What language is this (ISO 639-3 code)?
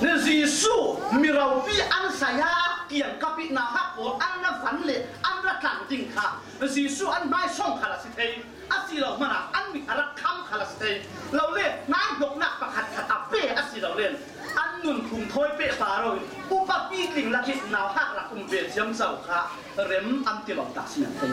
cfm